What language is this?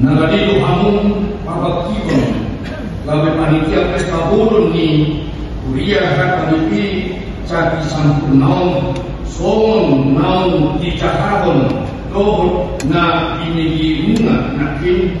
Batak Toba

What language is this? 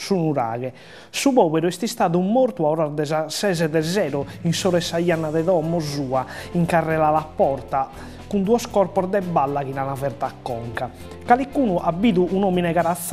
Sardinian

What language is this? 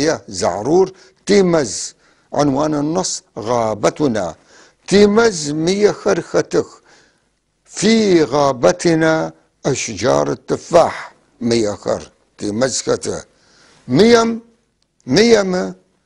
North Levantine Arabic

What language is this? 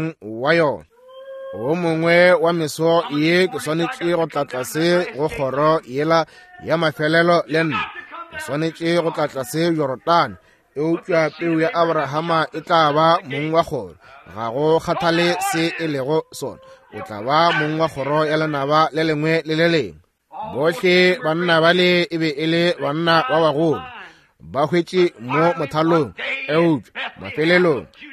Northern Sotho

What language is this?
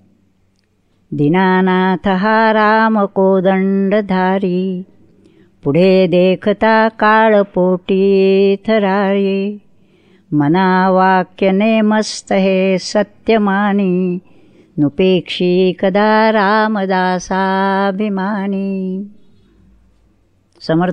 Marathi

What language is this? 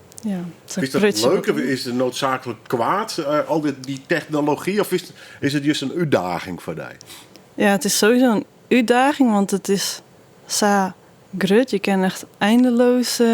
Western Frisian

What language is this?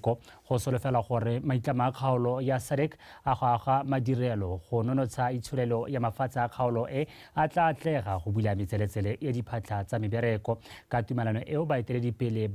Tswana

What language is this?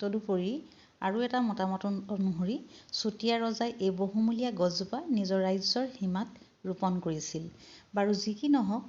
Assamese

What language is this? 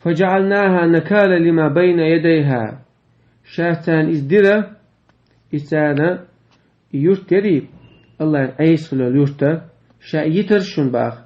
Chechen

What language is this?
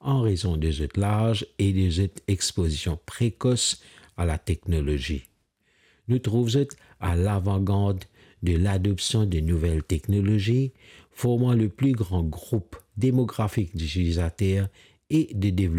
Morisyen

